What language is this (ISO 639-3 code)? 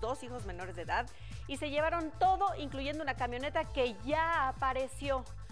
spa